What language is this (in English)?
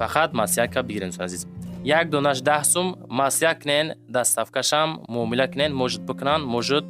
Tajik